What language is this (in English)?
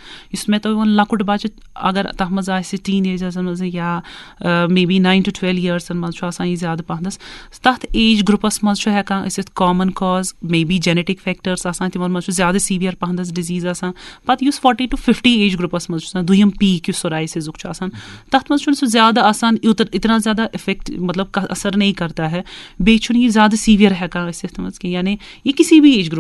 Kashmiri